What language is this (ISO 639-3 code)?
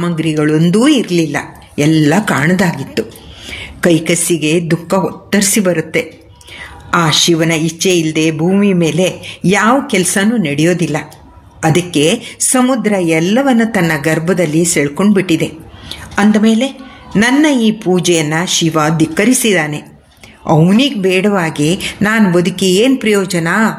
kan